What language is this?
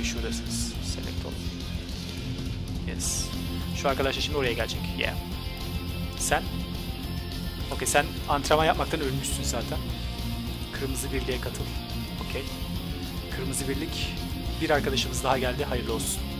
Turkish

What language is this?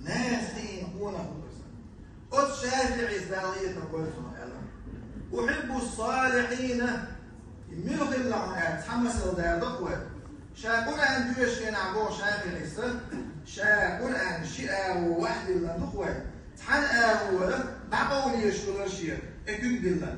Chechen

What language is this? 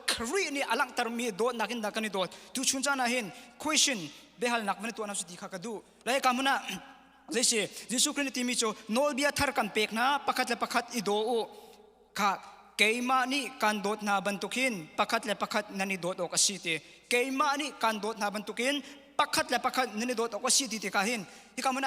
Hakha Chin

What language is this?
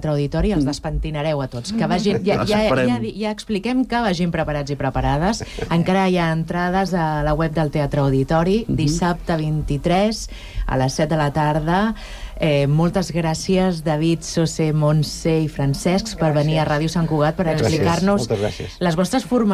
Catalan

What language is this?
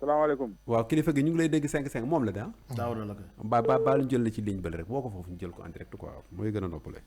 Wolof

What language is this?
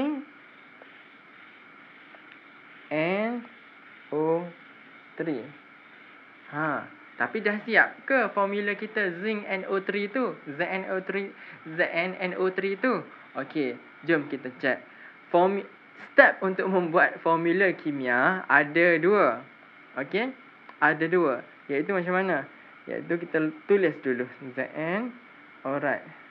Malay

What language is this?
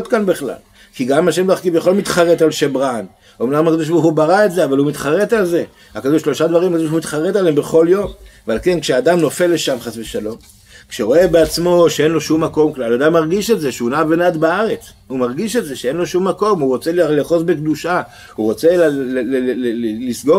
Hebrew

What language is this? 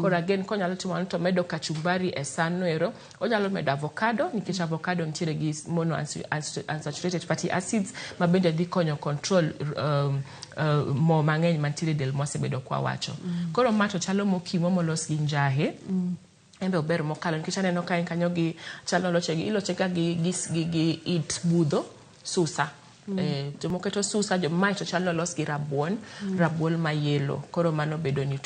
Luo (Kenya and Tanzania)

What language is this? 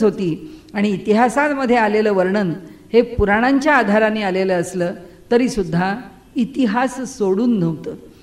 Marathi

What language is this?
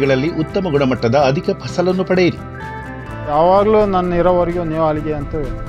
Kannada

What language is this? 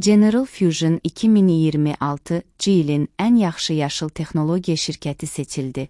Azerbaijani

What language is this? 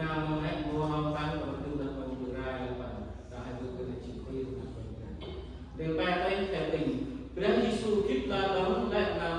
Central Mnong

